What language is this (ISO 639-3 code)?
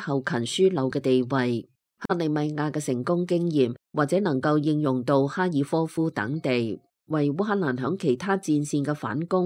yue